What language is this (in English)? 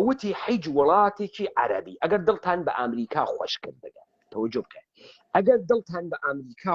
Central Kurdish